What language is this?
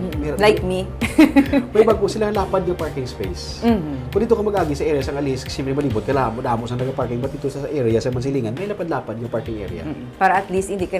Hiligaynon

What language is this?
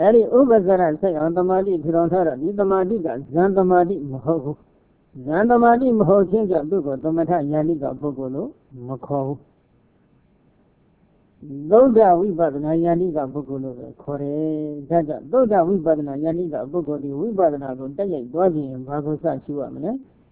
Burmese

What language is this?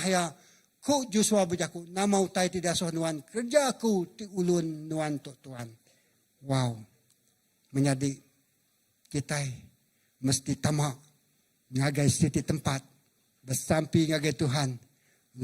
Iban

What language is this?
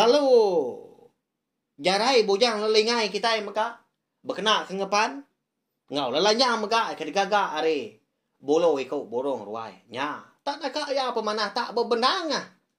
Iban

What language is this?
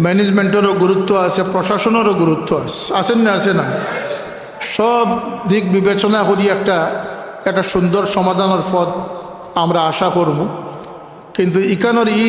Sylheti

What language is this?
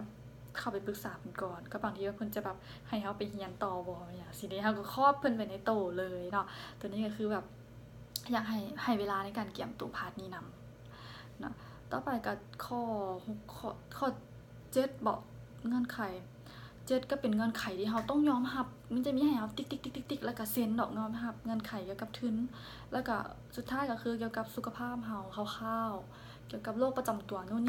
Lao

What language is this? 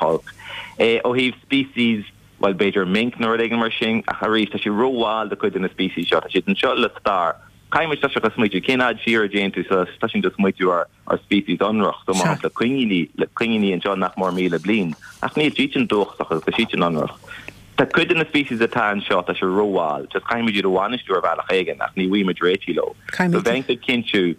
Irish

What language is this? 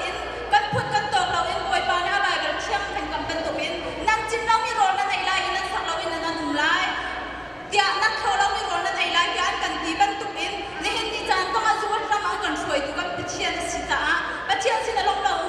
Hakha Chin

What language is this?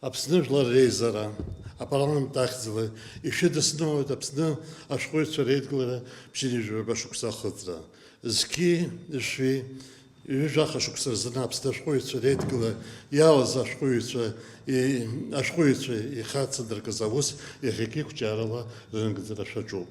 Abkhazian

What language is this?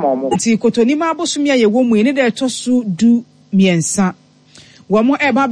Akan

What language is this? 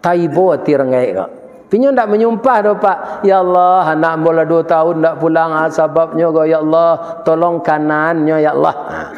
Minangkabau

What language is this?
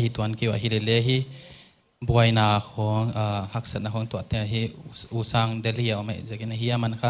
Paite Chin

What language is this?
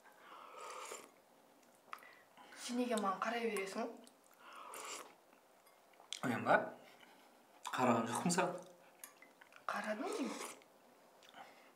Kazakh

